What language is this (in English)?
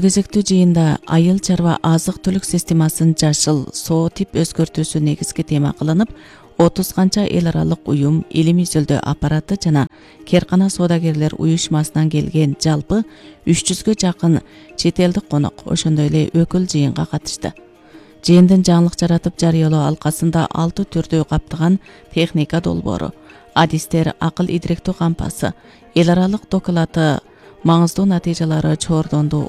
Kyrgyz